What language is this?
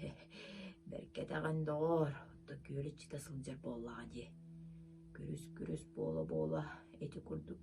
Yakut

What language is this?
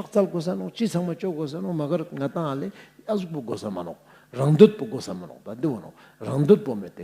Ladakhi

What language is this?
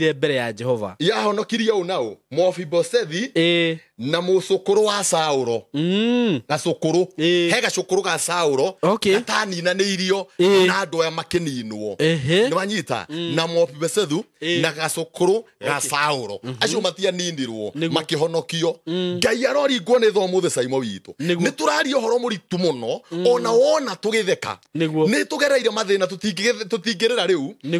Kikuyu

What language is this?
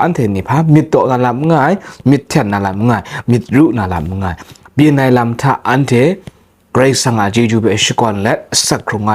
Kachin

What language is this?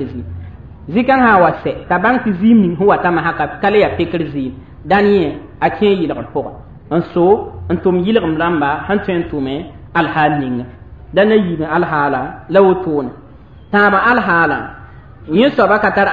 Mossi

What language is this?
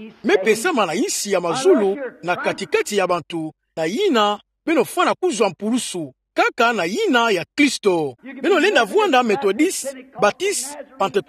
Kituba (Democratic Republic of Congo)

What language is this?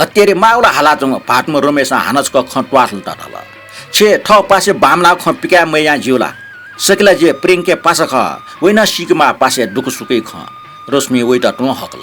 Newari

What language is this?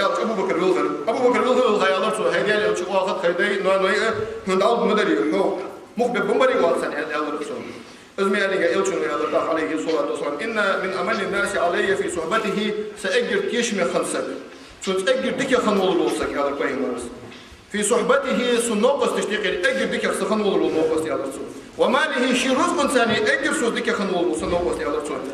Ingush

